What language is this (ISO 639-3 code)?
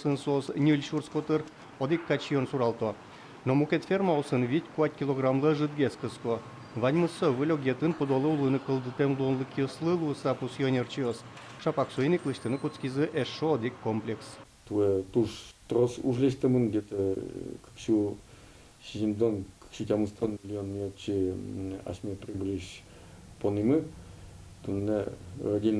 udm